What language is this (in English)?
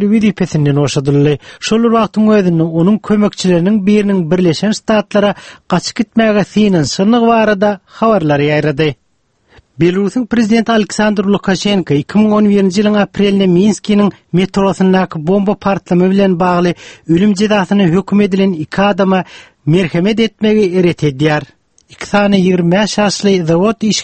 Turkmen